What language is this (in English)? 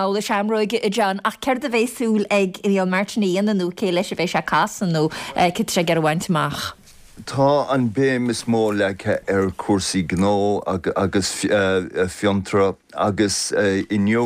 Irish